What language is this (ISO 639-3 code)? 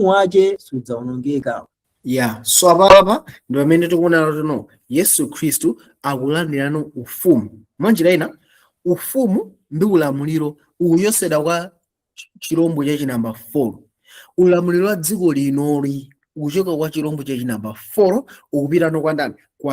nya